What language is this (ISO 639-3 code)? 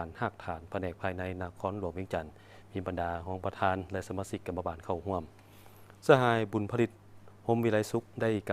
lao